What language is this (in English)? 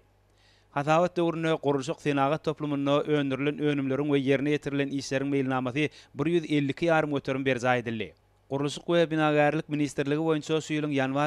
Turkmen